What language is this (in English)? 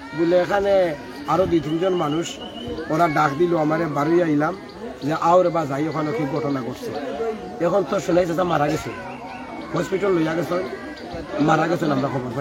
Sylheti